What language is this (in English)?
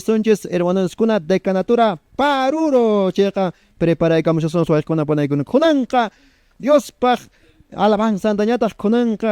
Quechua